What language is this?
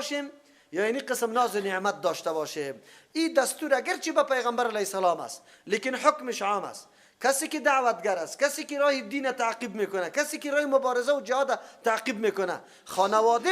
Persian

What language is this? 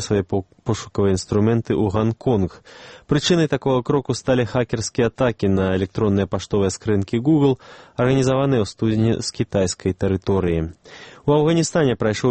Belarusian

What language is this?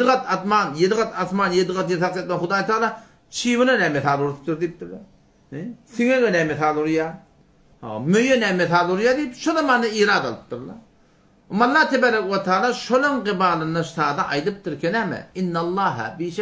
Turkmen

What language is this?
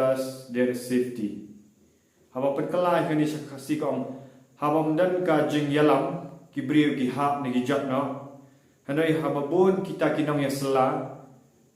Khasi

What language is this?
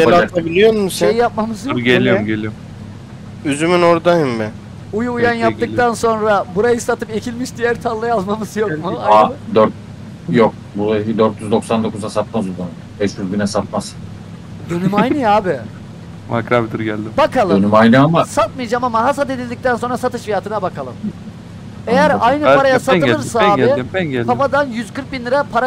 Turkish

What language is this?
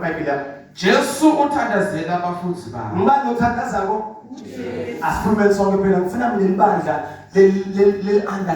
Zulu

